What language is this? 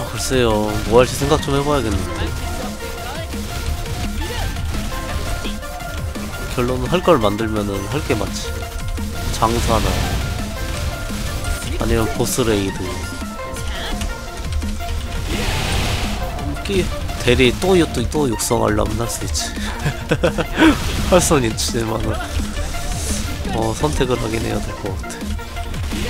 Korean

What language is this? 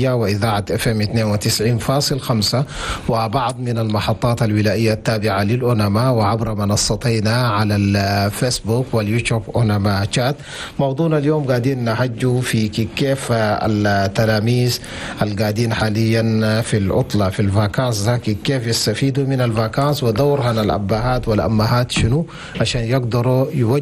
Chadian Arabic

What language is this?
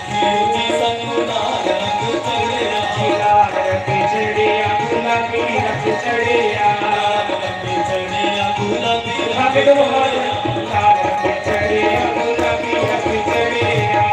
Dogri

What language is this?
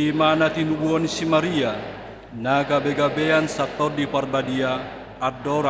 Batak Toba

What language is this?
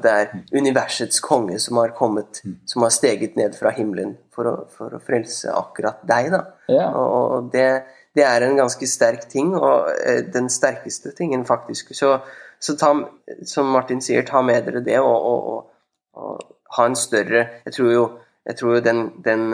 Norwegian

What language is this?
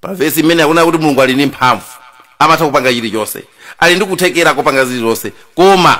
Nyanja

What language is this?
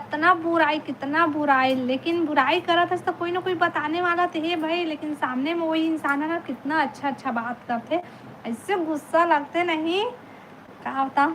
Chhattisgarhi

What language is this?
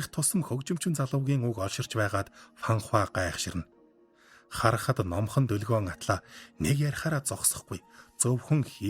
Mongolian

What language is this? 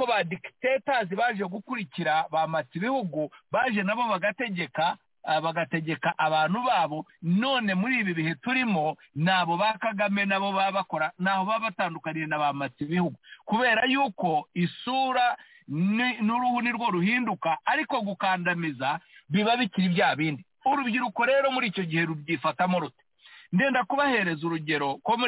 Kinyarwanda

